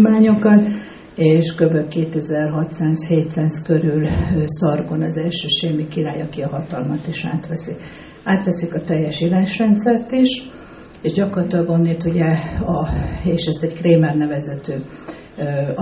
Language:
Hungarian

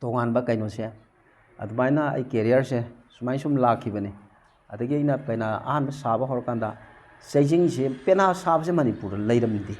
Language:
Manipuri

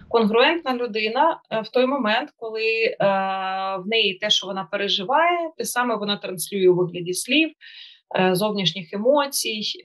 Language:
Ukrainian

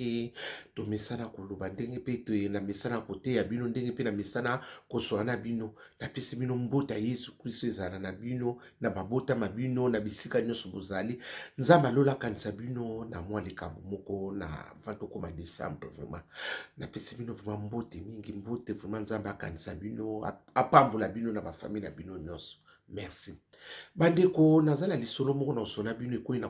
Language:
Lingala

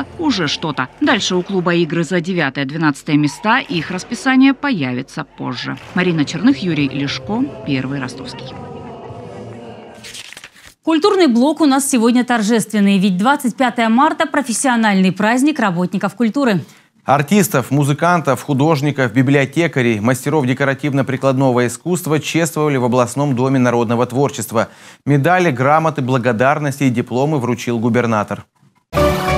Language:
Russian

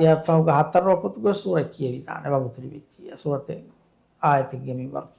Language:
Divehi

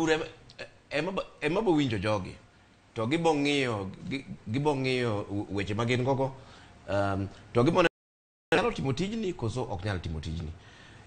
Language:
Luo (Kenya and Tanzania)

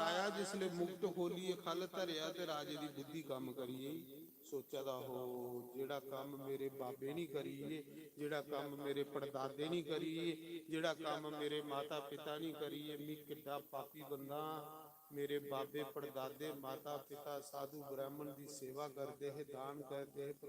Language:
Dogri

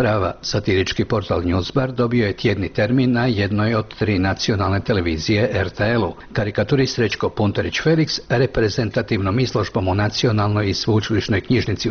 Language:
Croatian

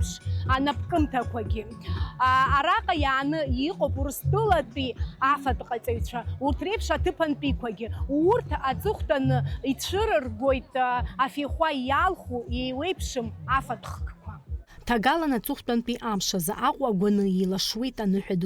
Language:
Abkhazian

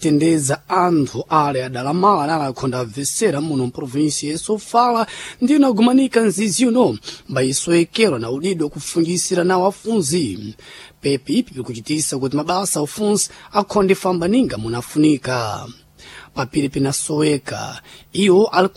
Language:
Sena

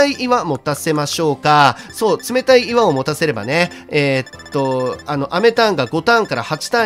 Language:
Japanese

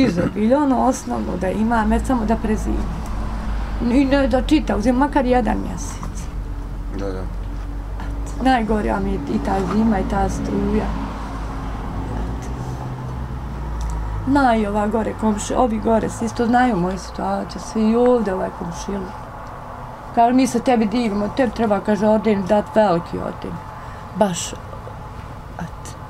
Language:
Bosnian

